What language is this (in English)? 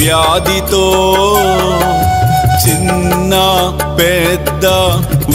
Telugu